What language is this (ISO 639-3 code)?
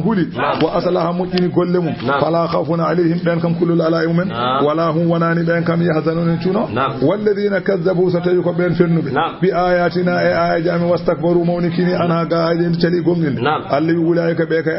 ful